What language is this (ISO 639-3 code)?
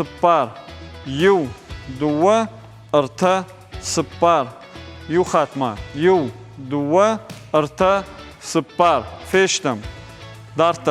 oss